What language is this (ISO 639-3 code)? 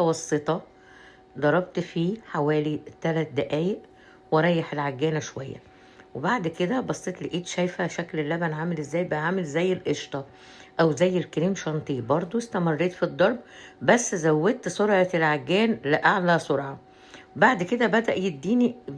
arz